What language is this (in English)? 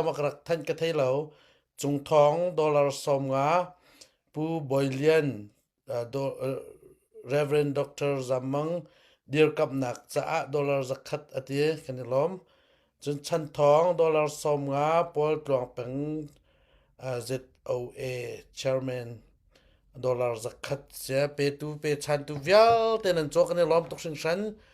Hakha Chin